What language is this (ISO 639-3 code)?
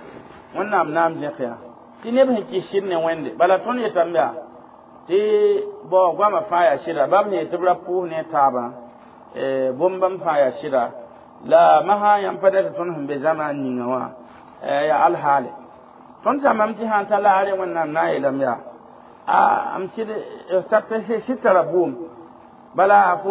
mos